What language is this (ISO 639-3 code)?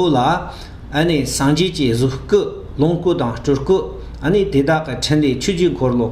bod